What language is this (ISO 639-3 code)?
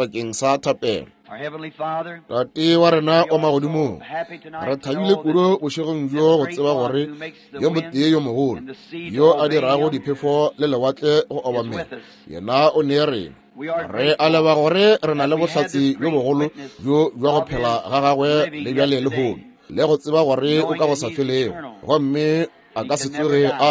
nso